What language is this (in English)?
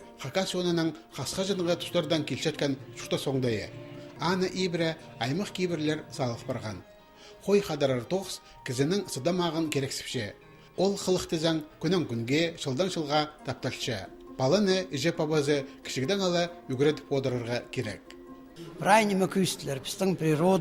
Khakas